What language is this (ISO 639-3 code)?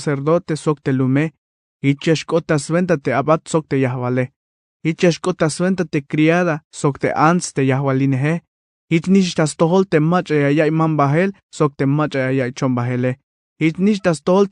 tzh